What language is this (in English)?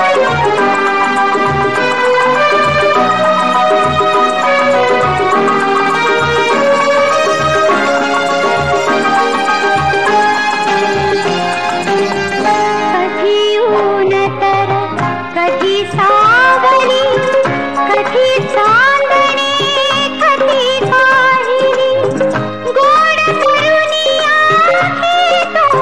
Marathi